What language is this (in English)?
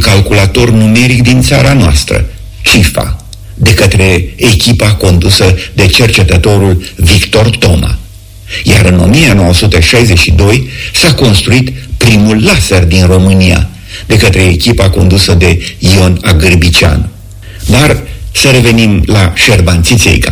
Romanian